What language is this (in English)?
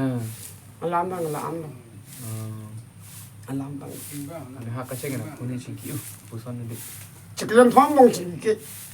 Karbi